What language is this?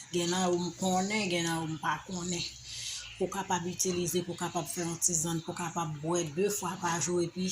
Haitian Creole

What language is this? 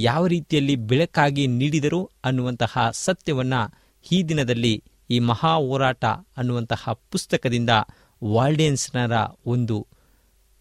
Kannada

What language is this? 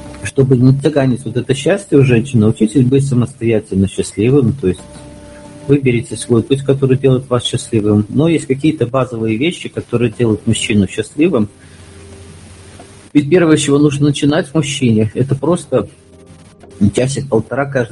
Russian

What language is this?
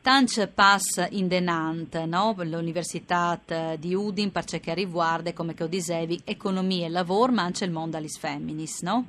Friulian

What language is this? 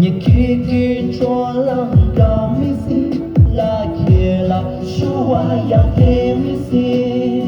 Tibetan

